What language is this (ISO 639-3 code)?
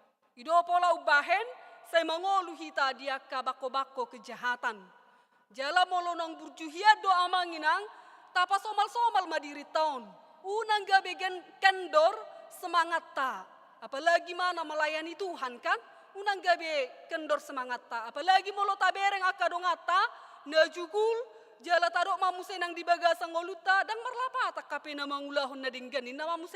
bbc